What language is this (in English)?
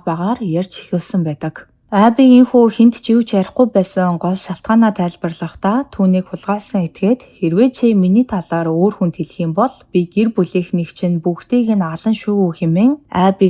Mongolian